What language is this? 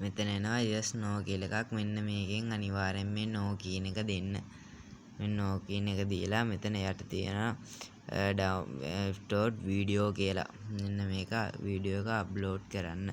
Sinhala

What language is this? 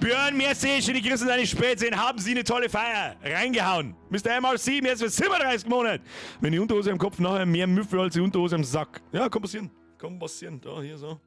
Bavarian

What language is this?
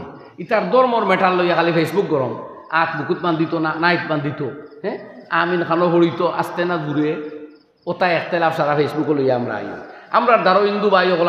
Sylheti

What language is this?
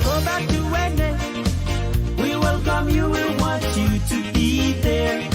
Pohnpeian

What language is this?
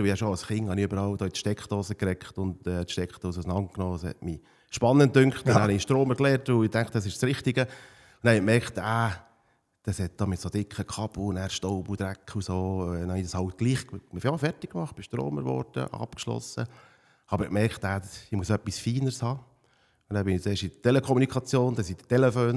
Swiss German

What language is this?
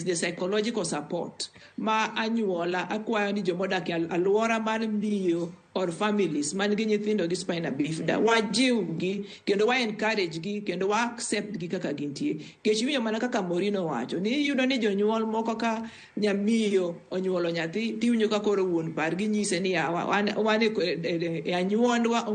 Luo (Kenya and Tanzania)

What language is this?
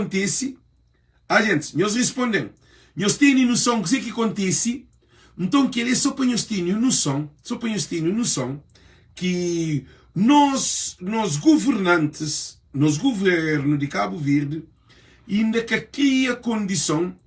Kabuverdianu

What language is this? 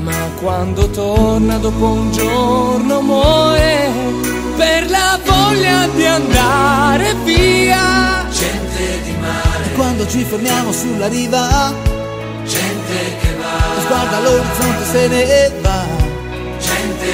Italian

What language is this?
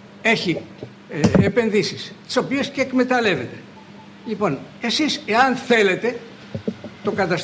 Greek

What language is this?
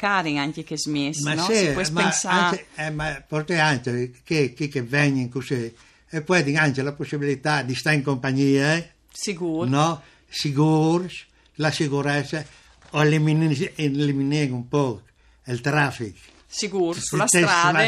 Friulian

